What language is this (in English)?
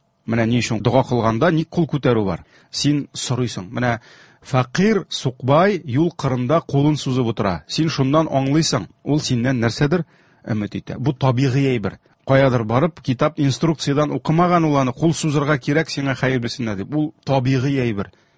Tatar